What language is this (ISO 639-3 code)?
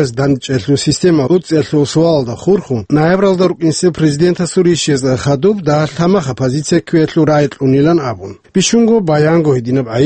ava